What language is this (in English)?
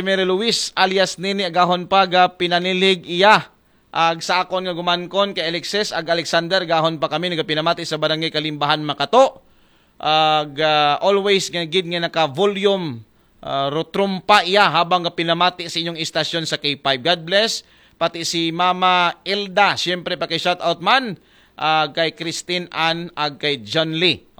Aklanon